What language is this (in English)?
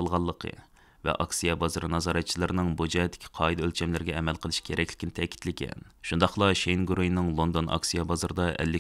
Uyghur